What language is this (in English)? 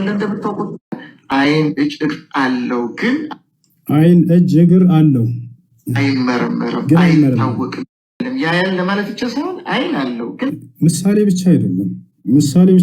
Amharic